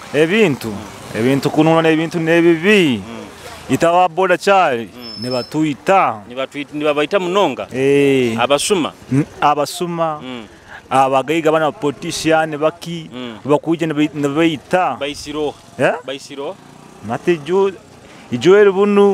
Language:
Nyoro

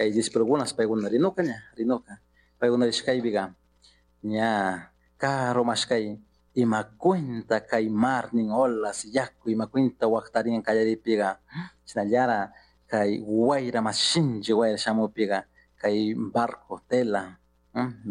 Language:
Chimborazo Highland Quichua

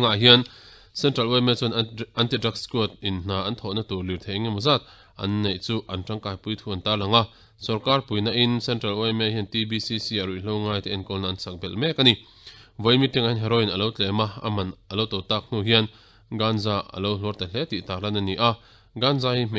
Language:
Mizo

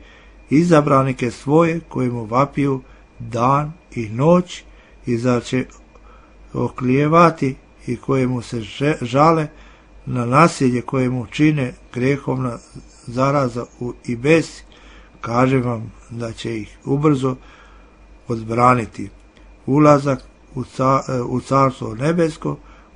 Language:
Serbian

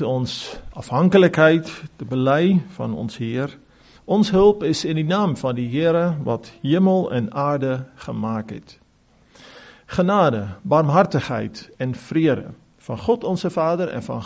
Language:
Afrikaans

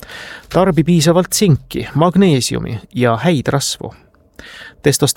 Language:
Estonian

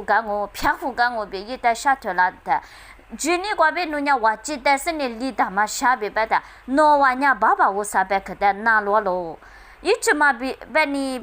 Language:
Lisu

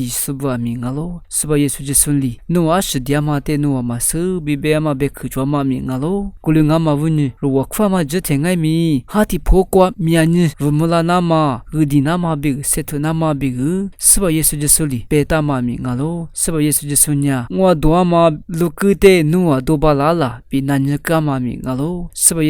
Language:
Lisu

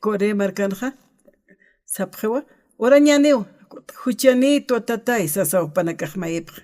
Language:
Aymara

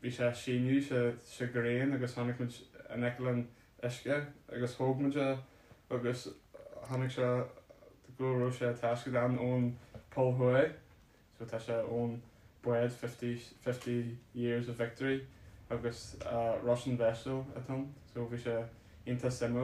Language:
Irish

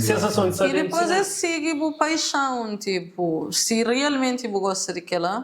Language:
Kabuverdianu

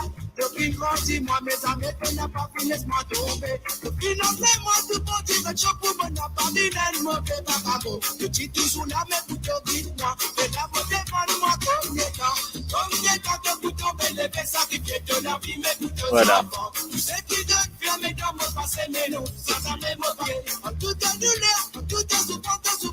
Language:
Morisyen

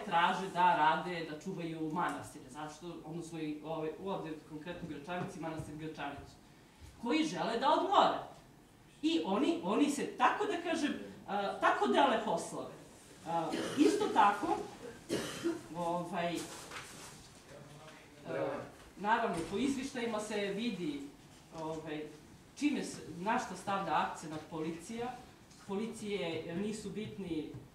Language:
Serbian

